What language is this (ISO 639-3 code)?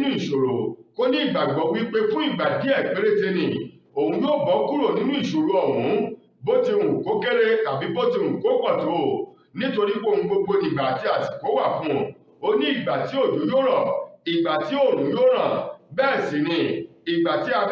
yor